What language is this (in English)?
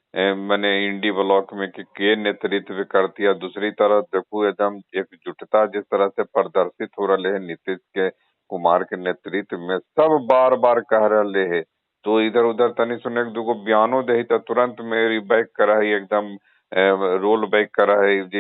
Magahi